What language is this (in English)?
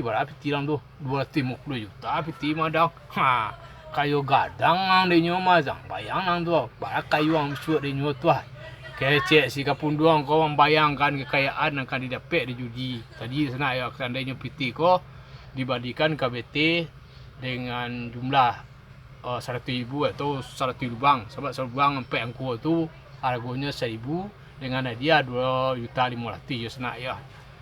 Minangkabau